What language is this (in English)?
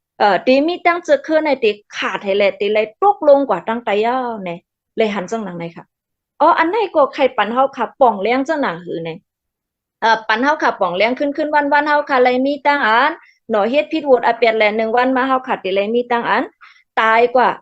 Shan